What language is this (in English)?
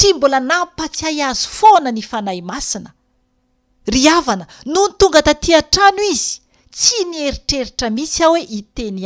Malagasy